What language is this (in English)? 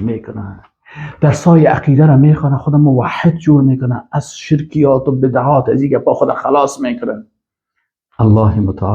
Persian